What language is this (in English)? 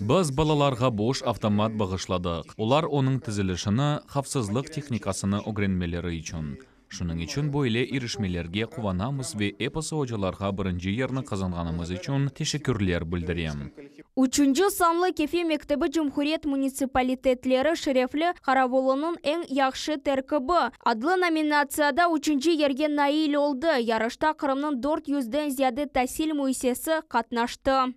Crimean Tatar